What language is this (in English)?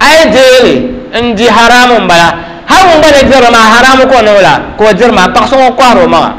Dagbani